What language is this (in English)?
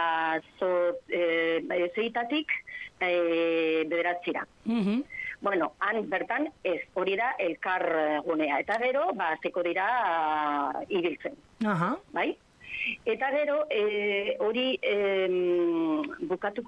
Basque